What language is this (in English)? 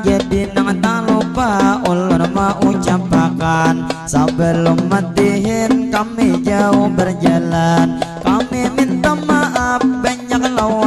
Banjar